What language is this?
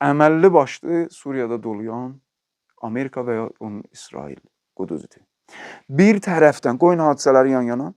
Azerbaijani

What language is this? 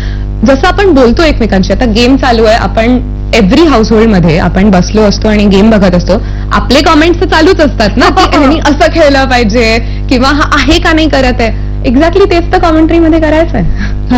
Marathi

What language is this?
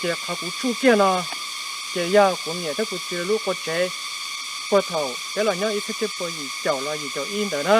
Hmong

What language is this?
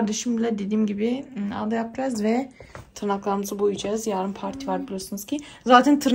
Turkish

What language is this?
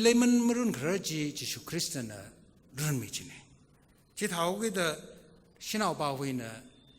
Tangkhul Naga (India)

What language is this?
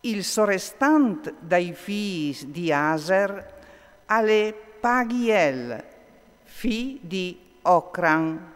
Friulian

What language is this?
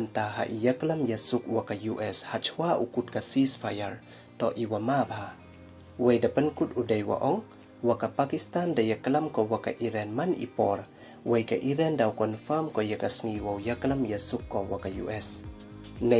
Pnar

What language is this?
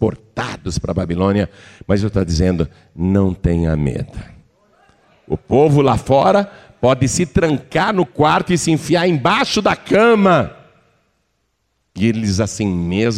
Portuguese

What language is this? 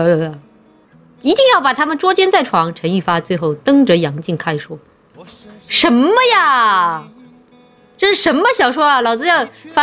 Chinese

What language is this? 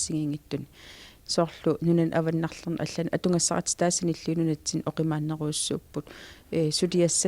Kalaallisut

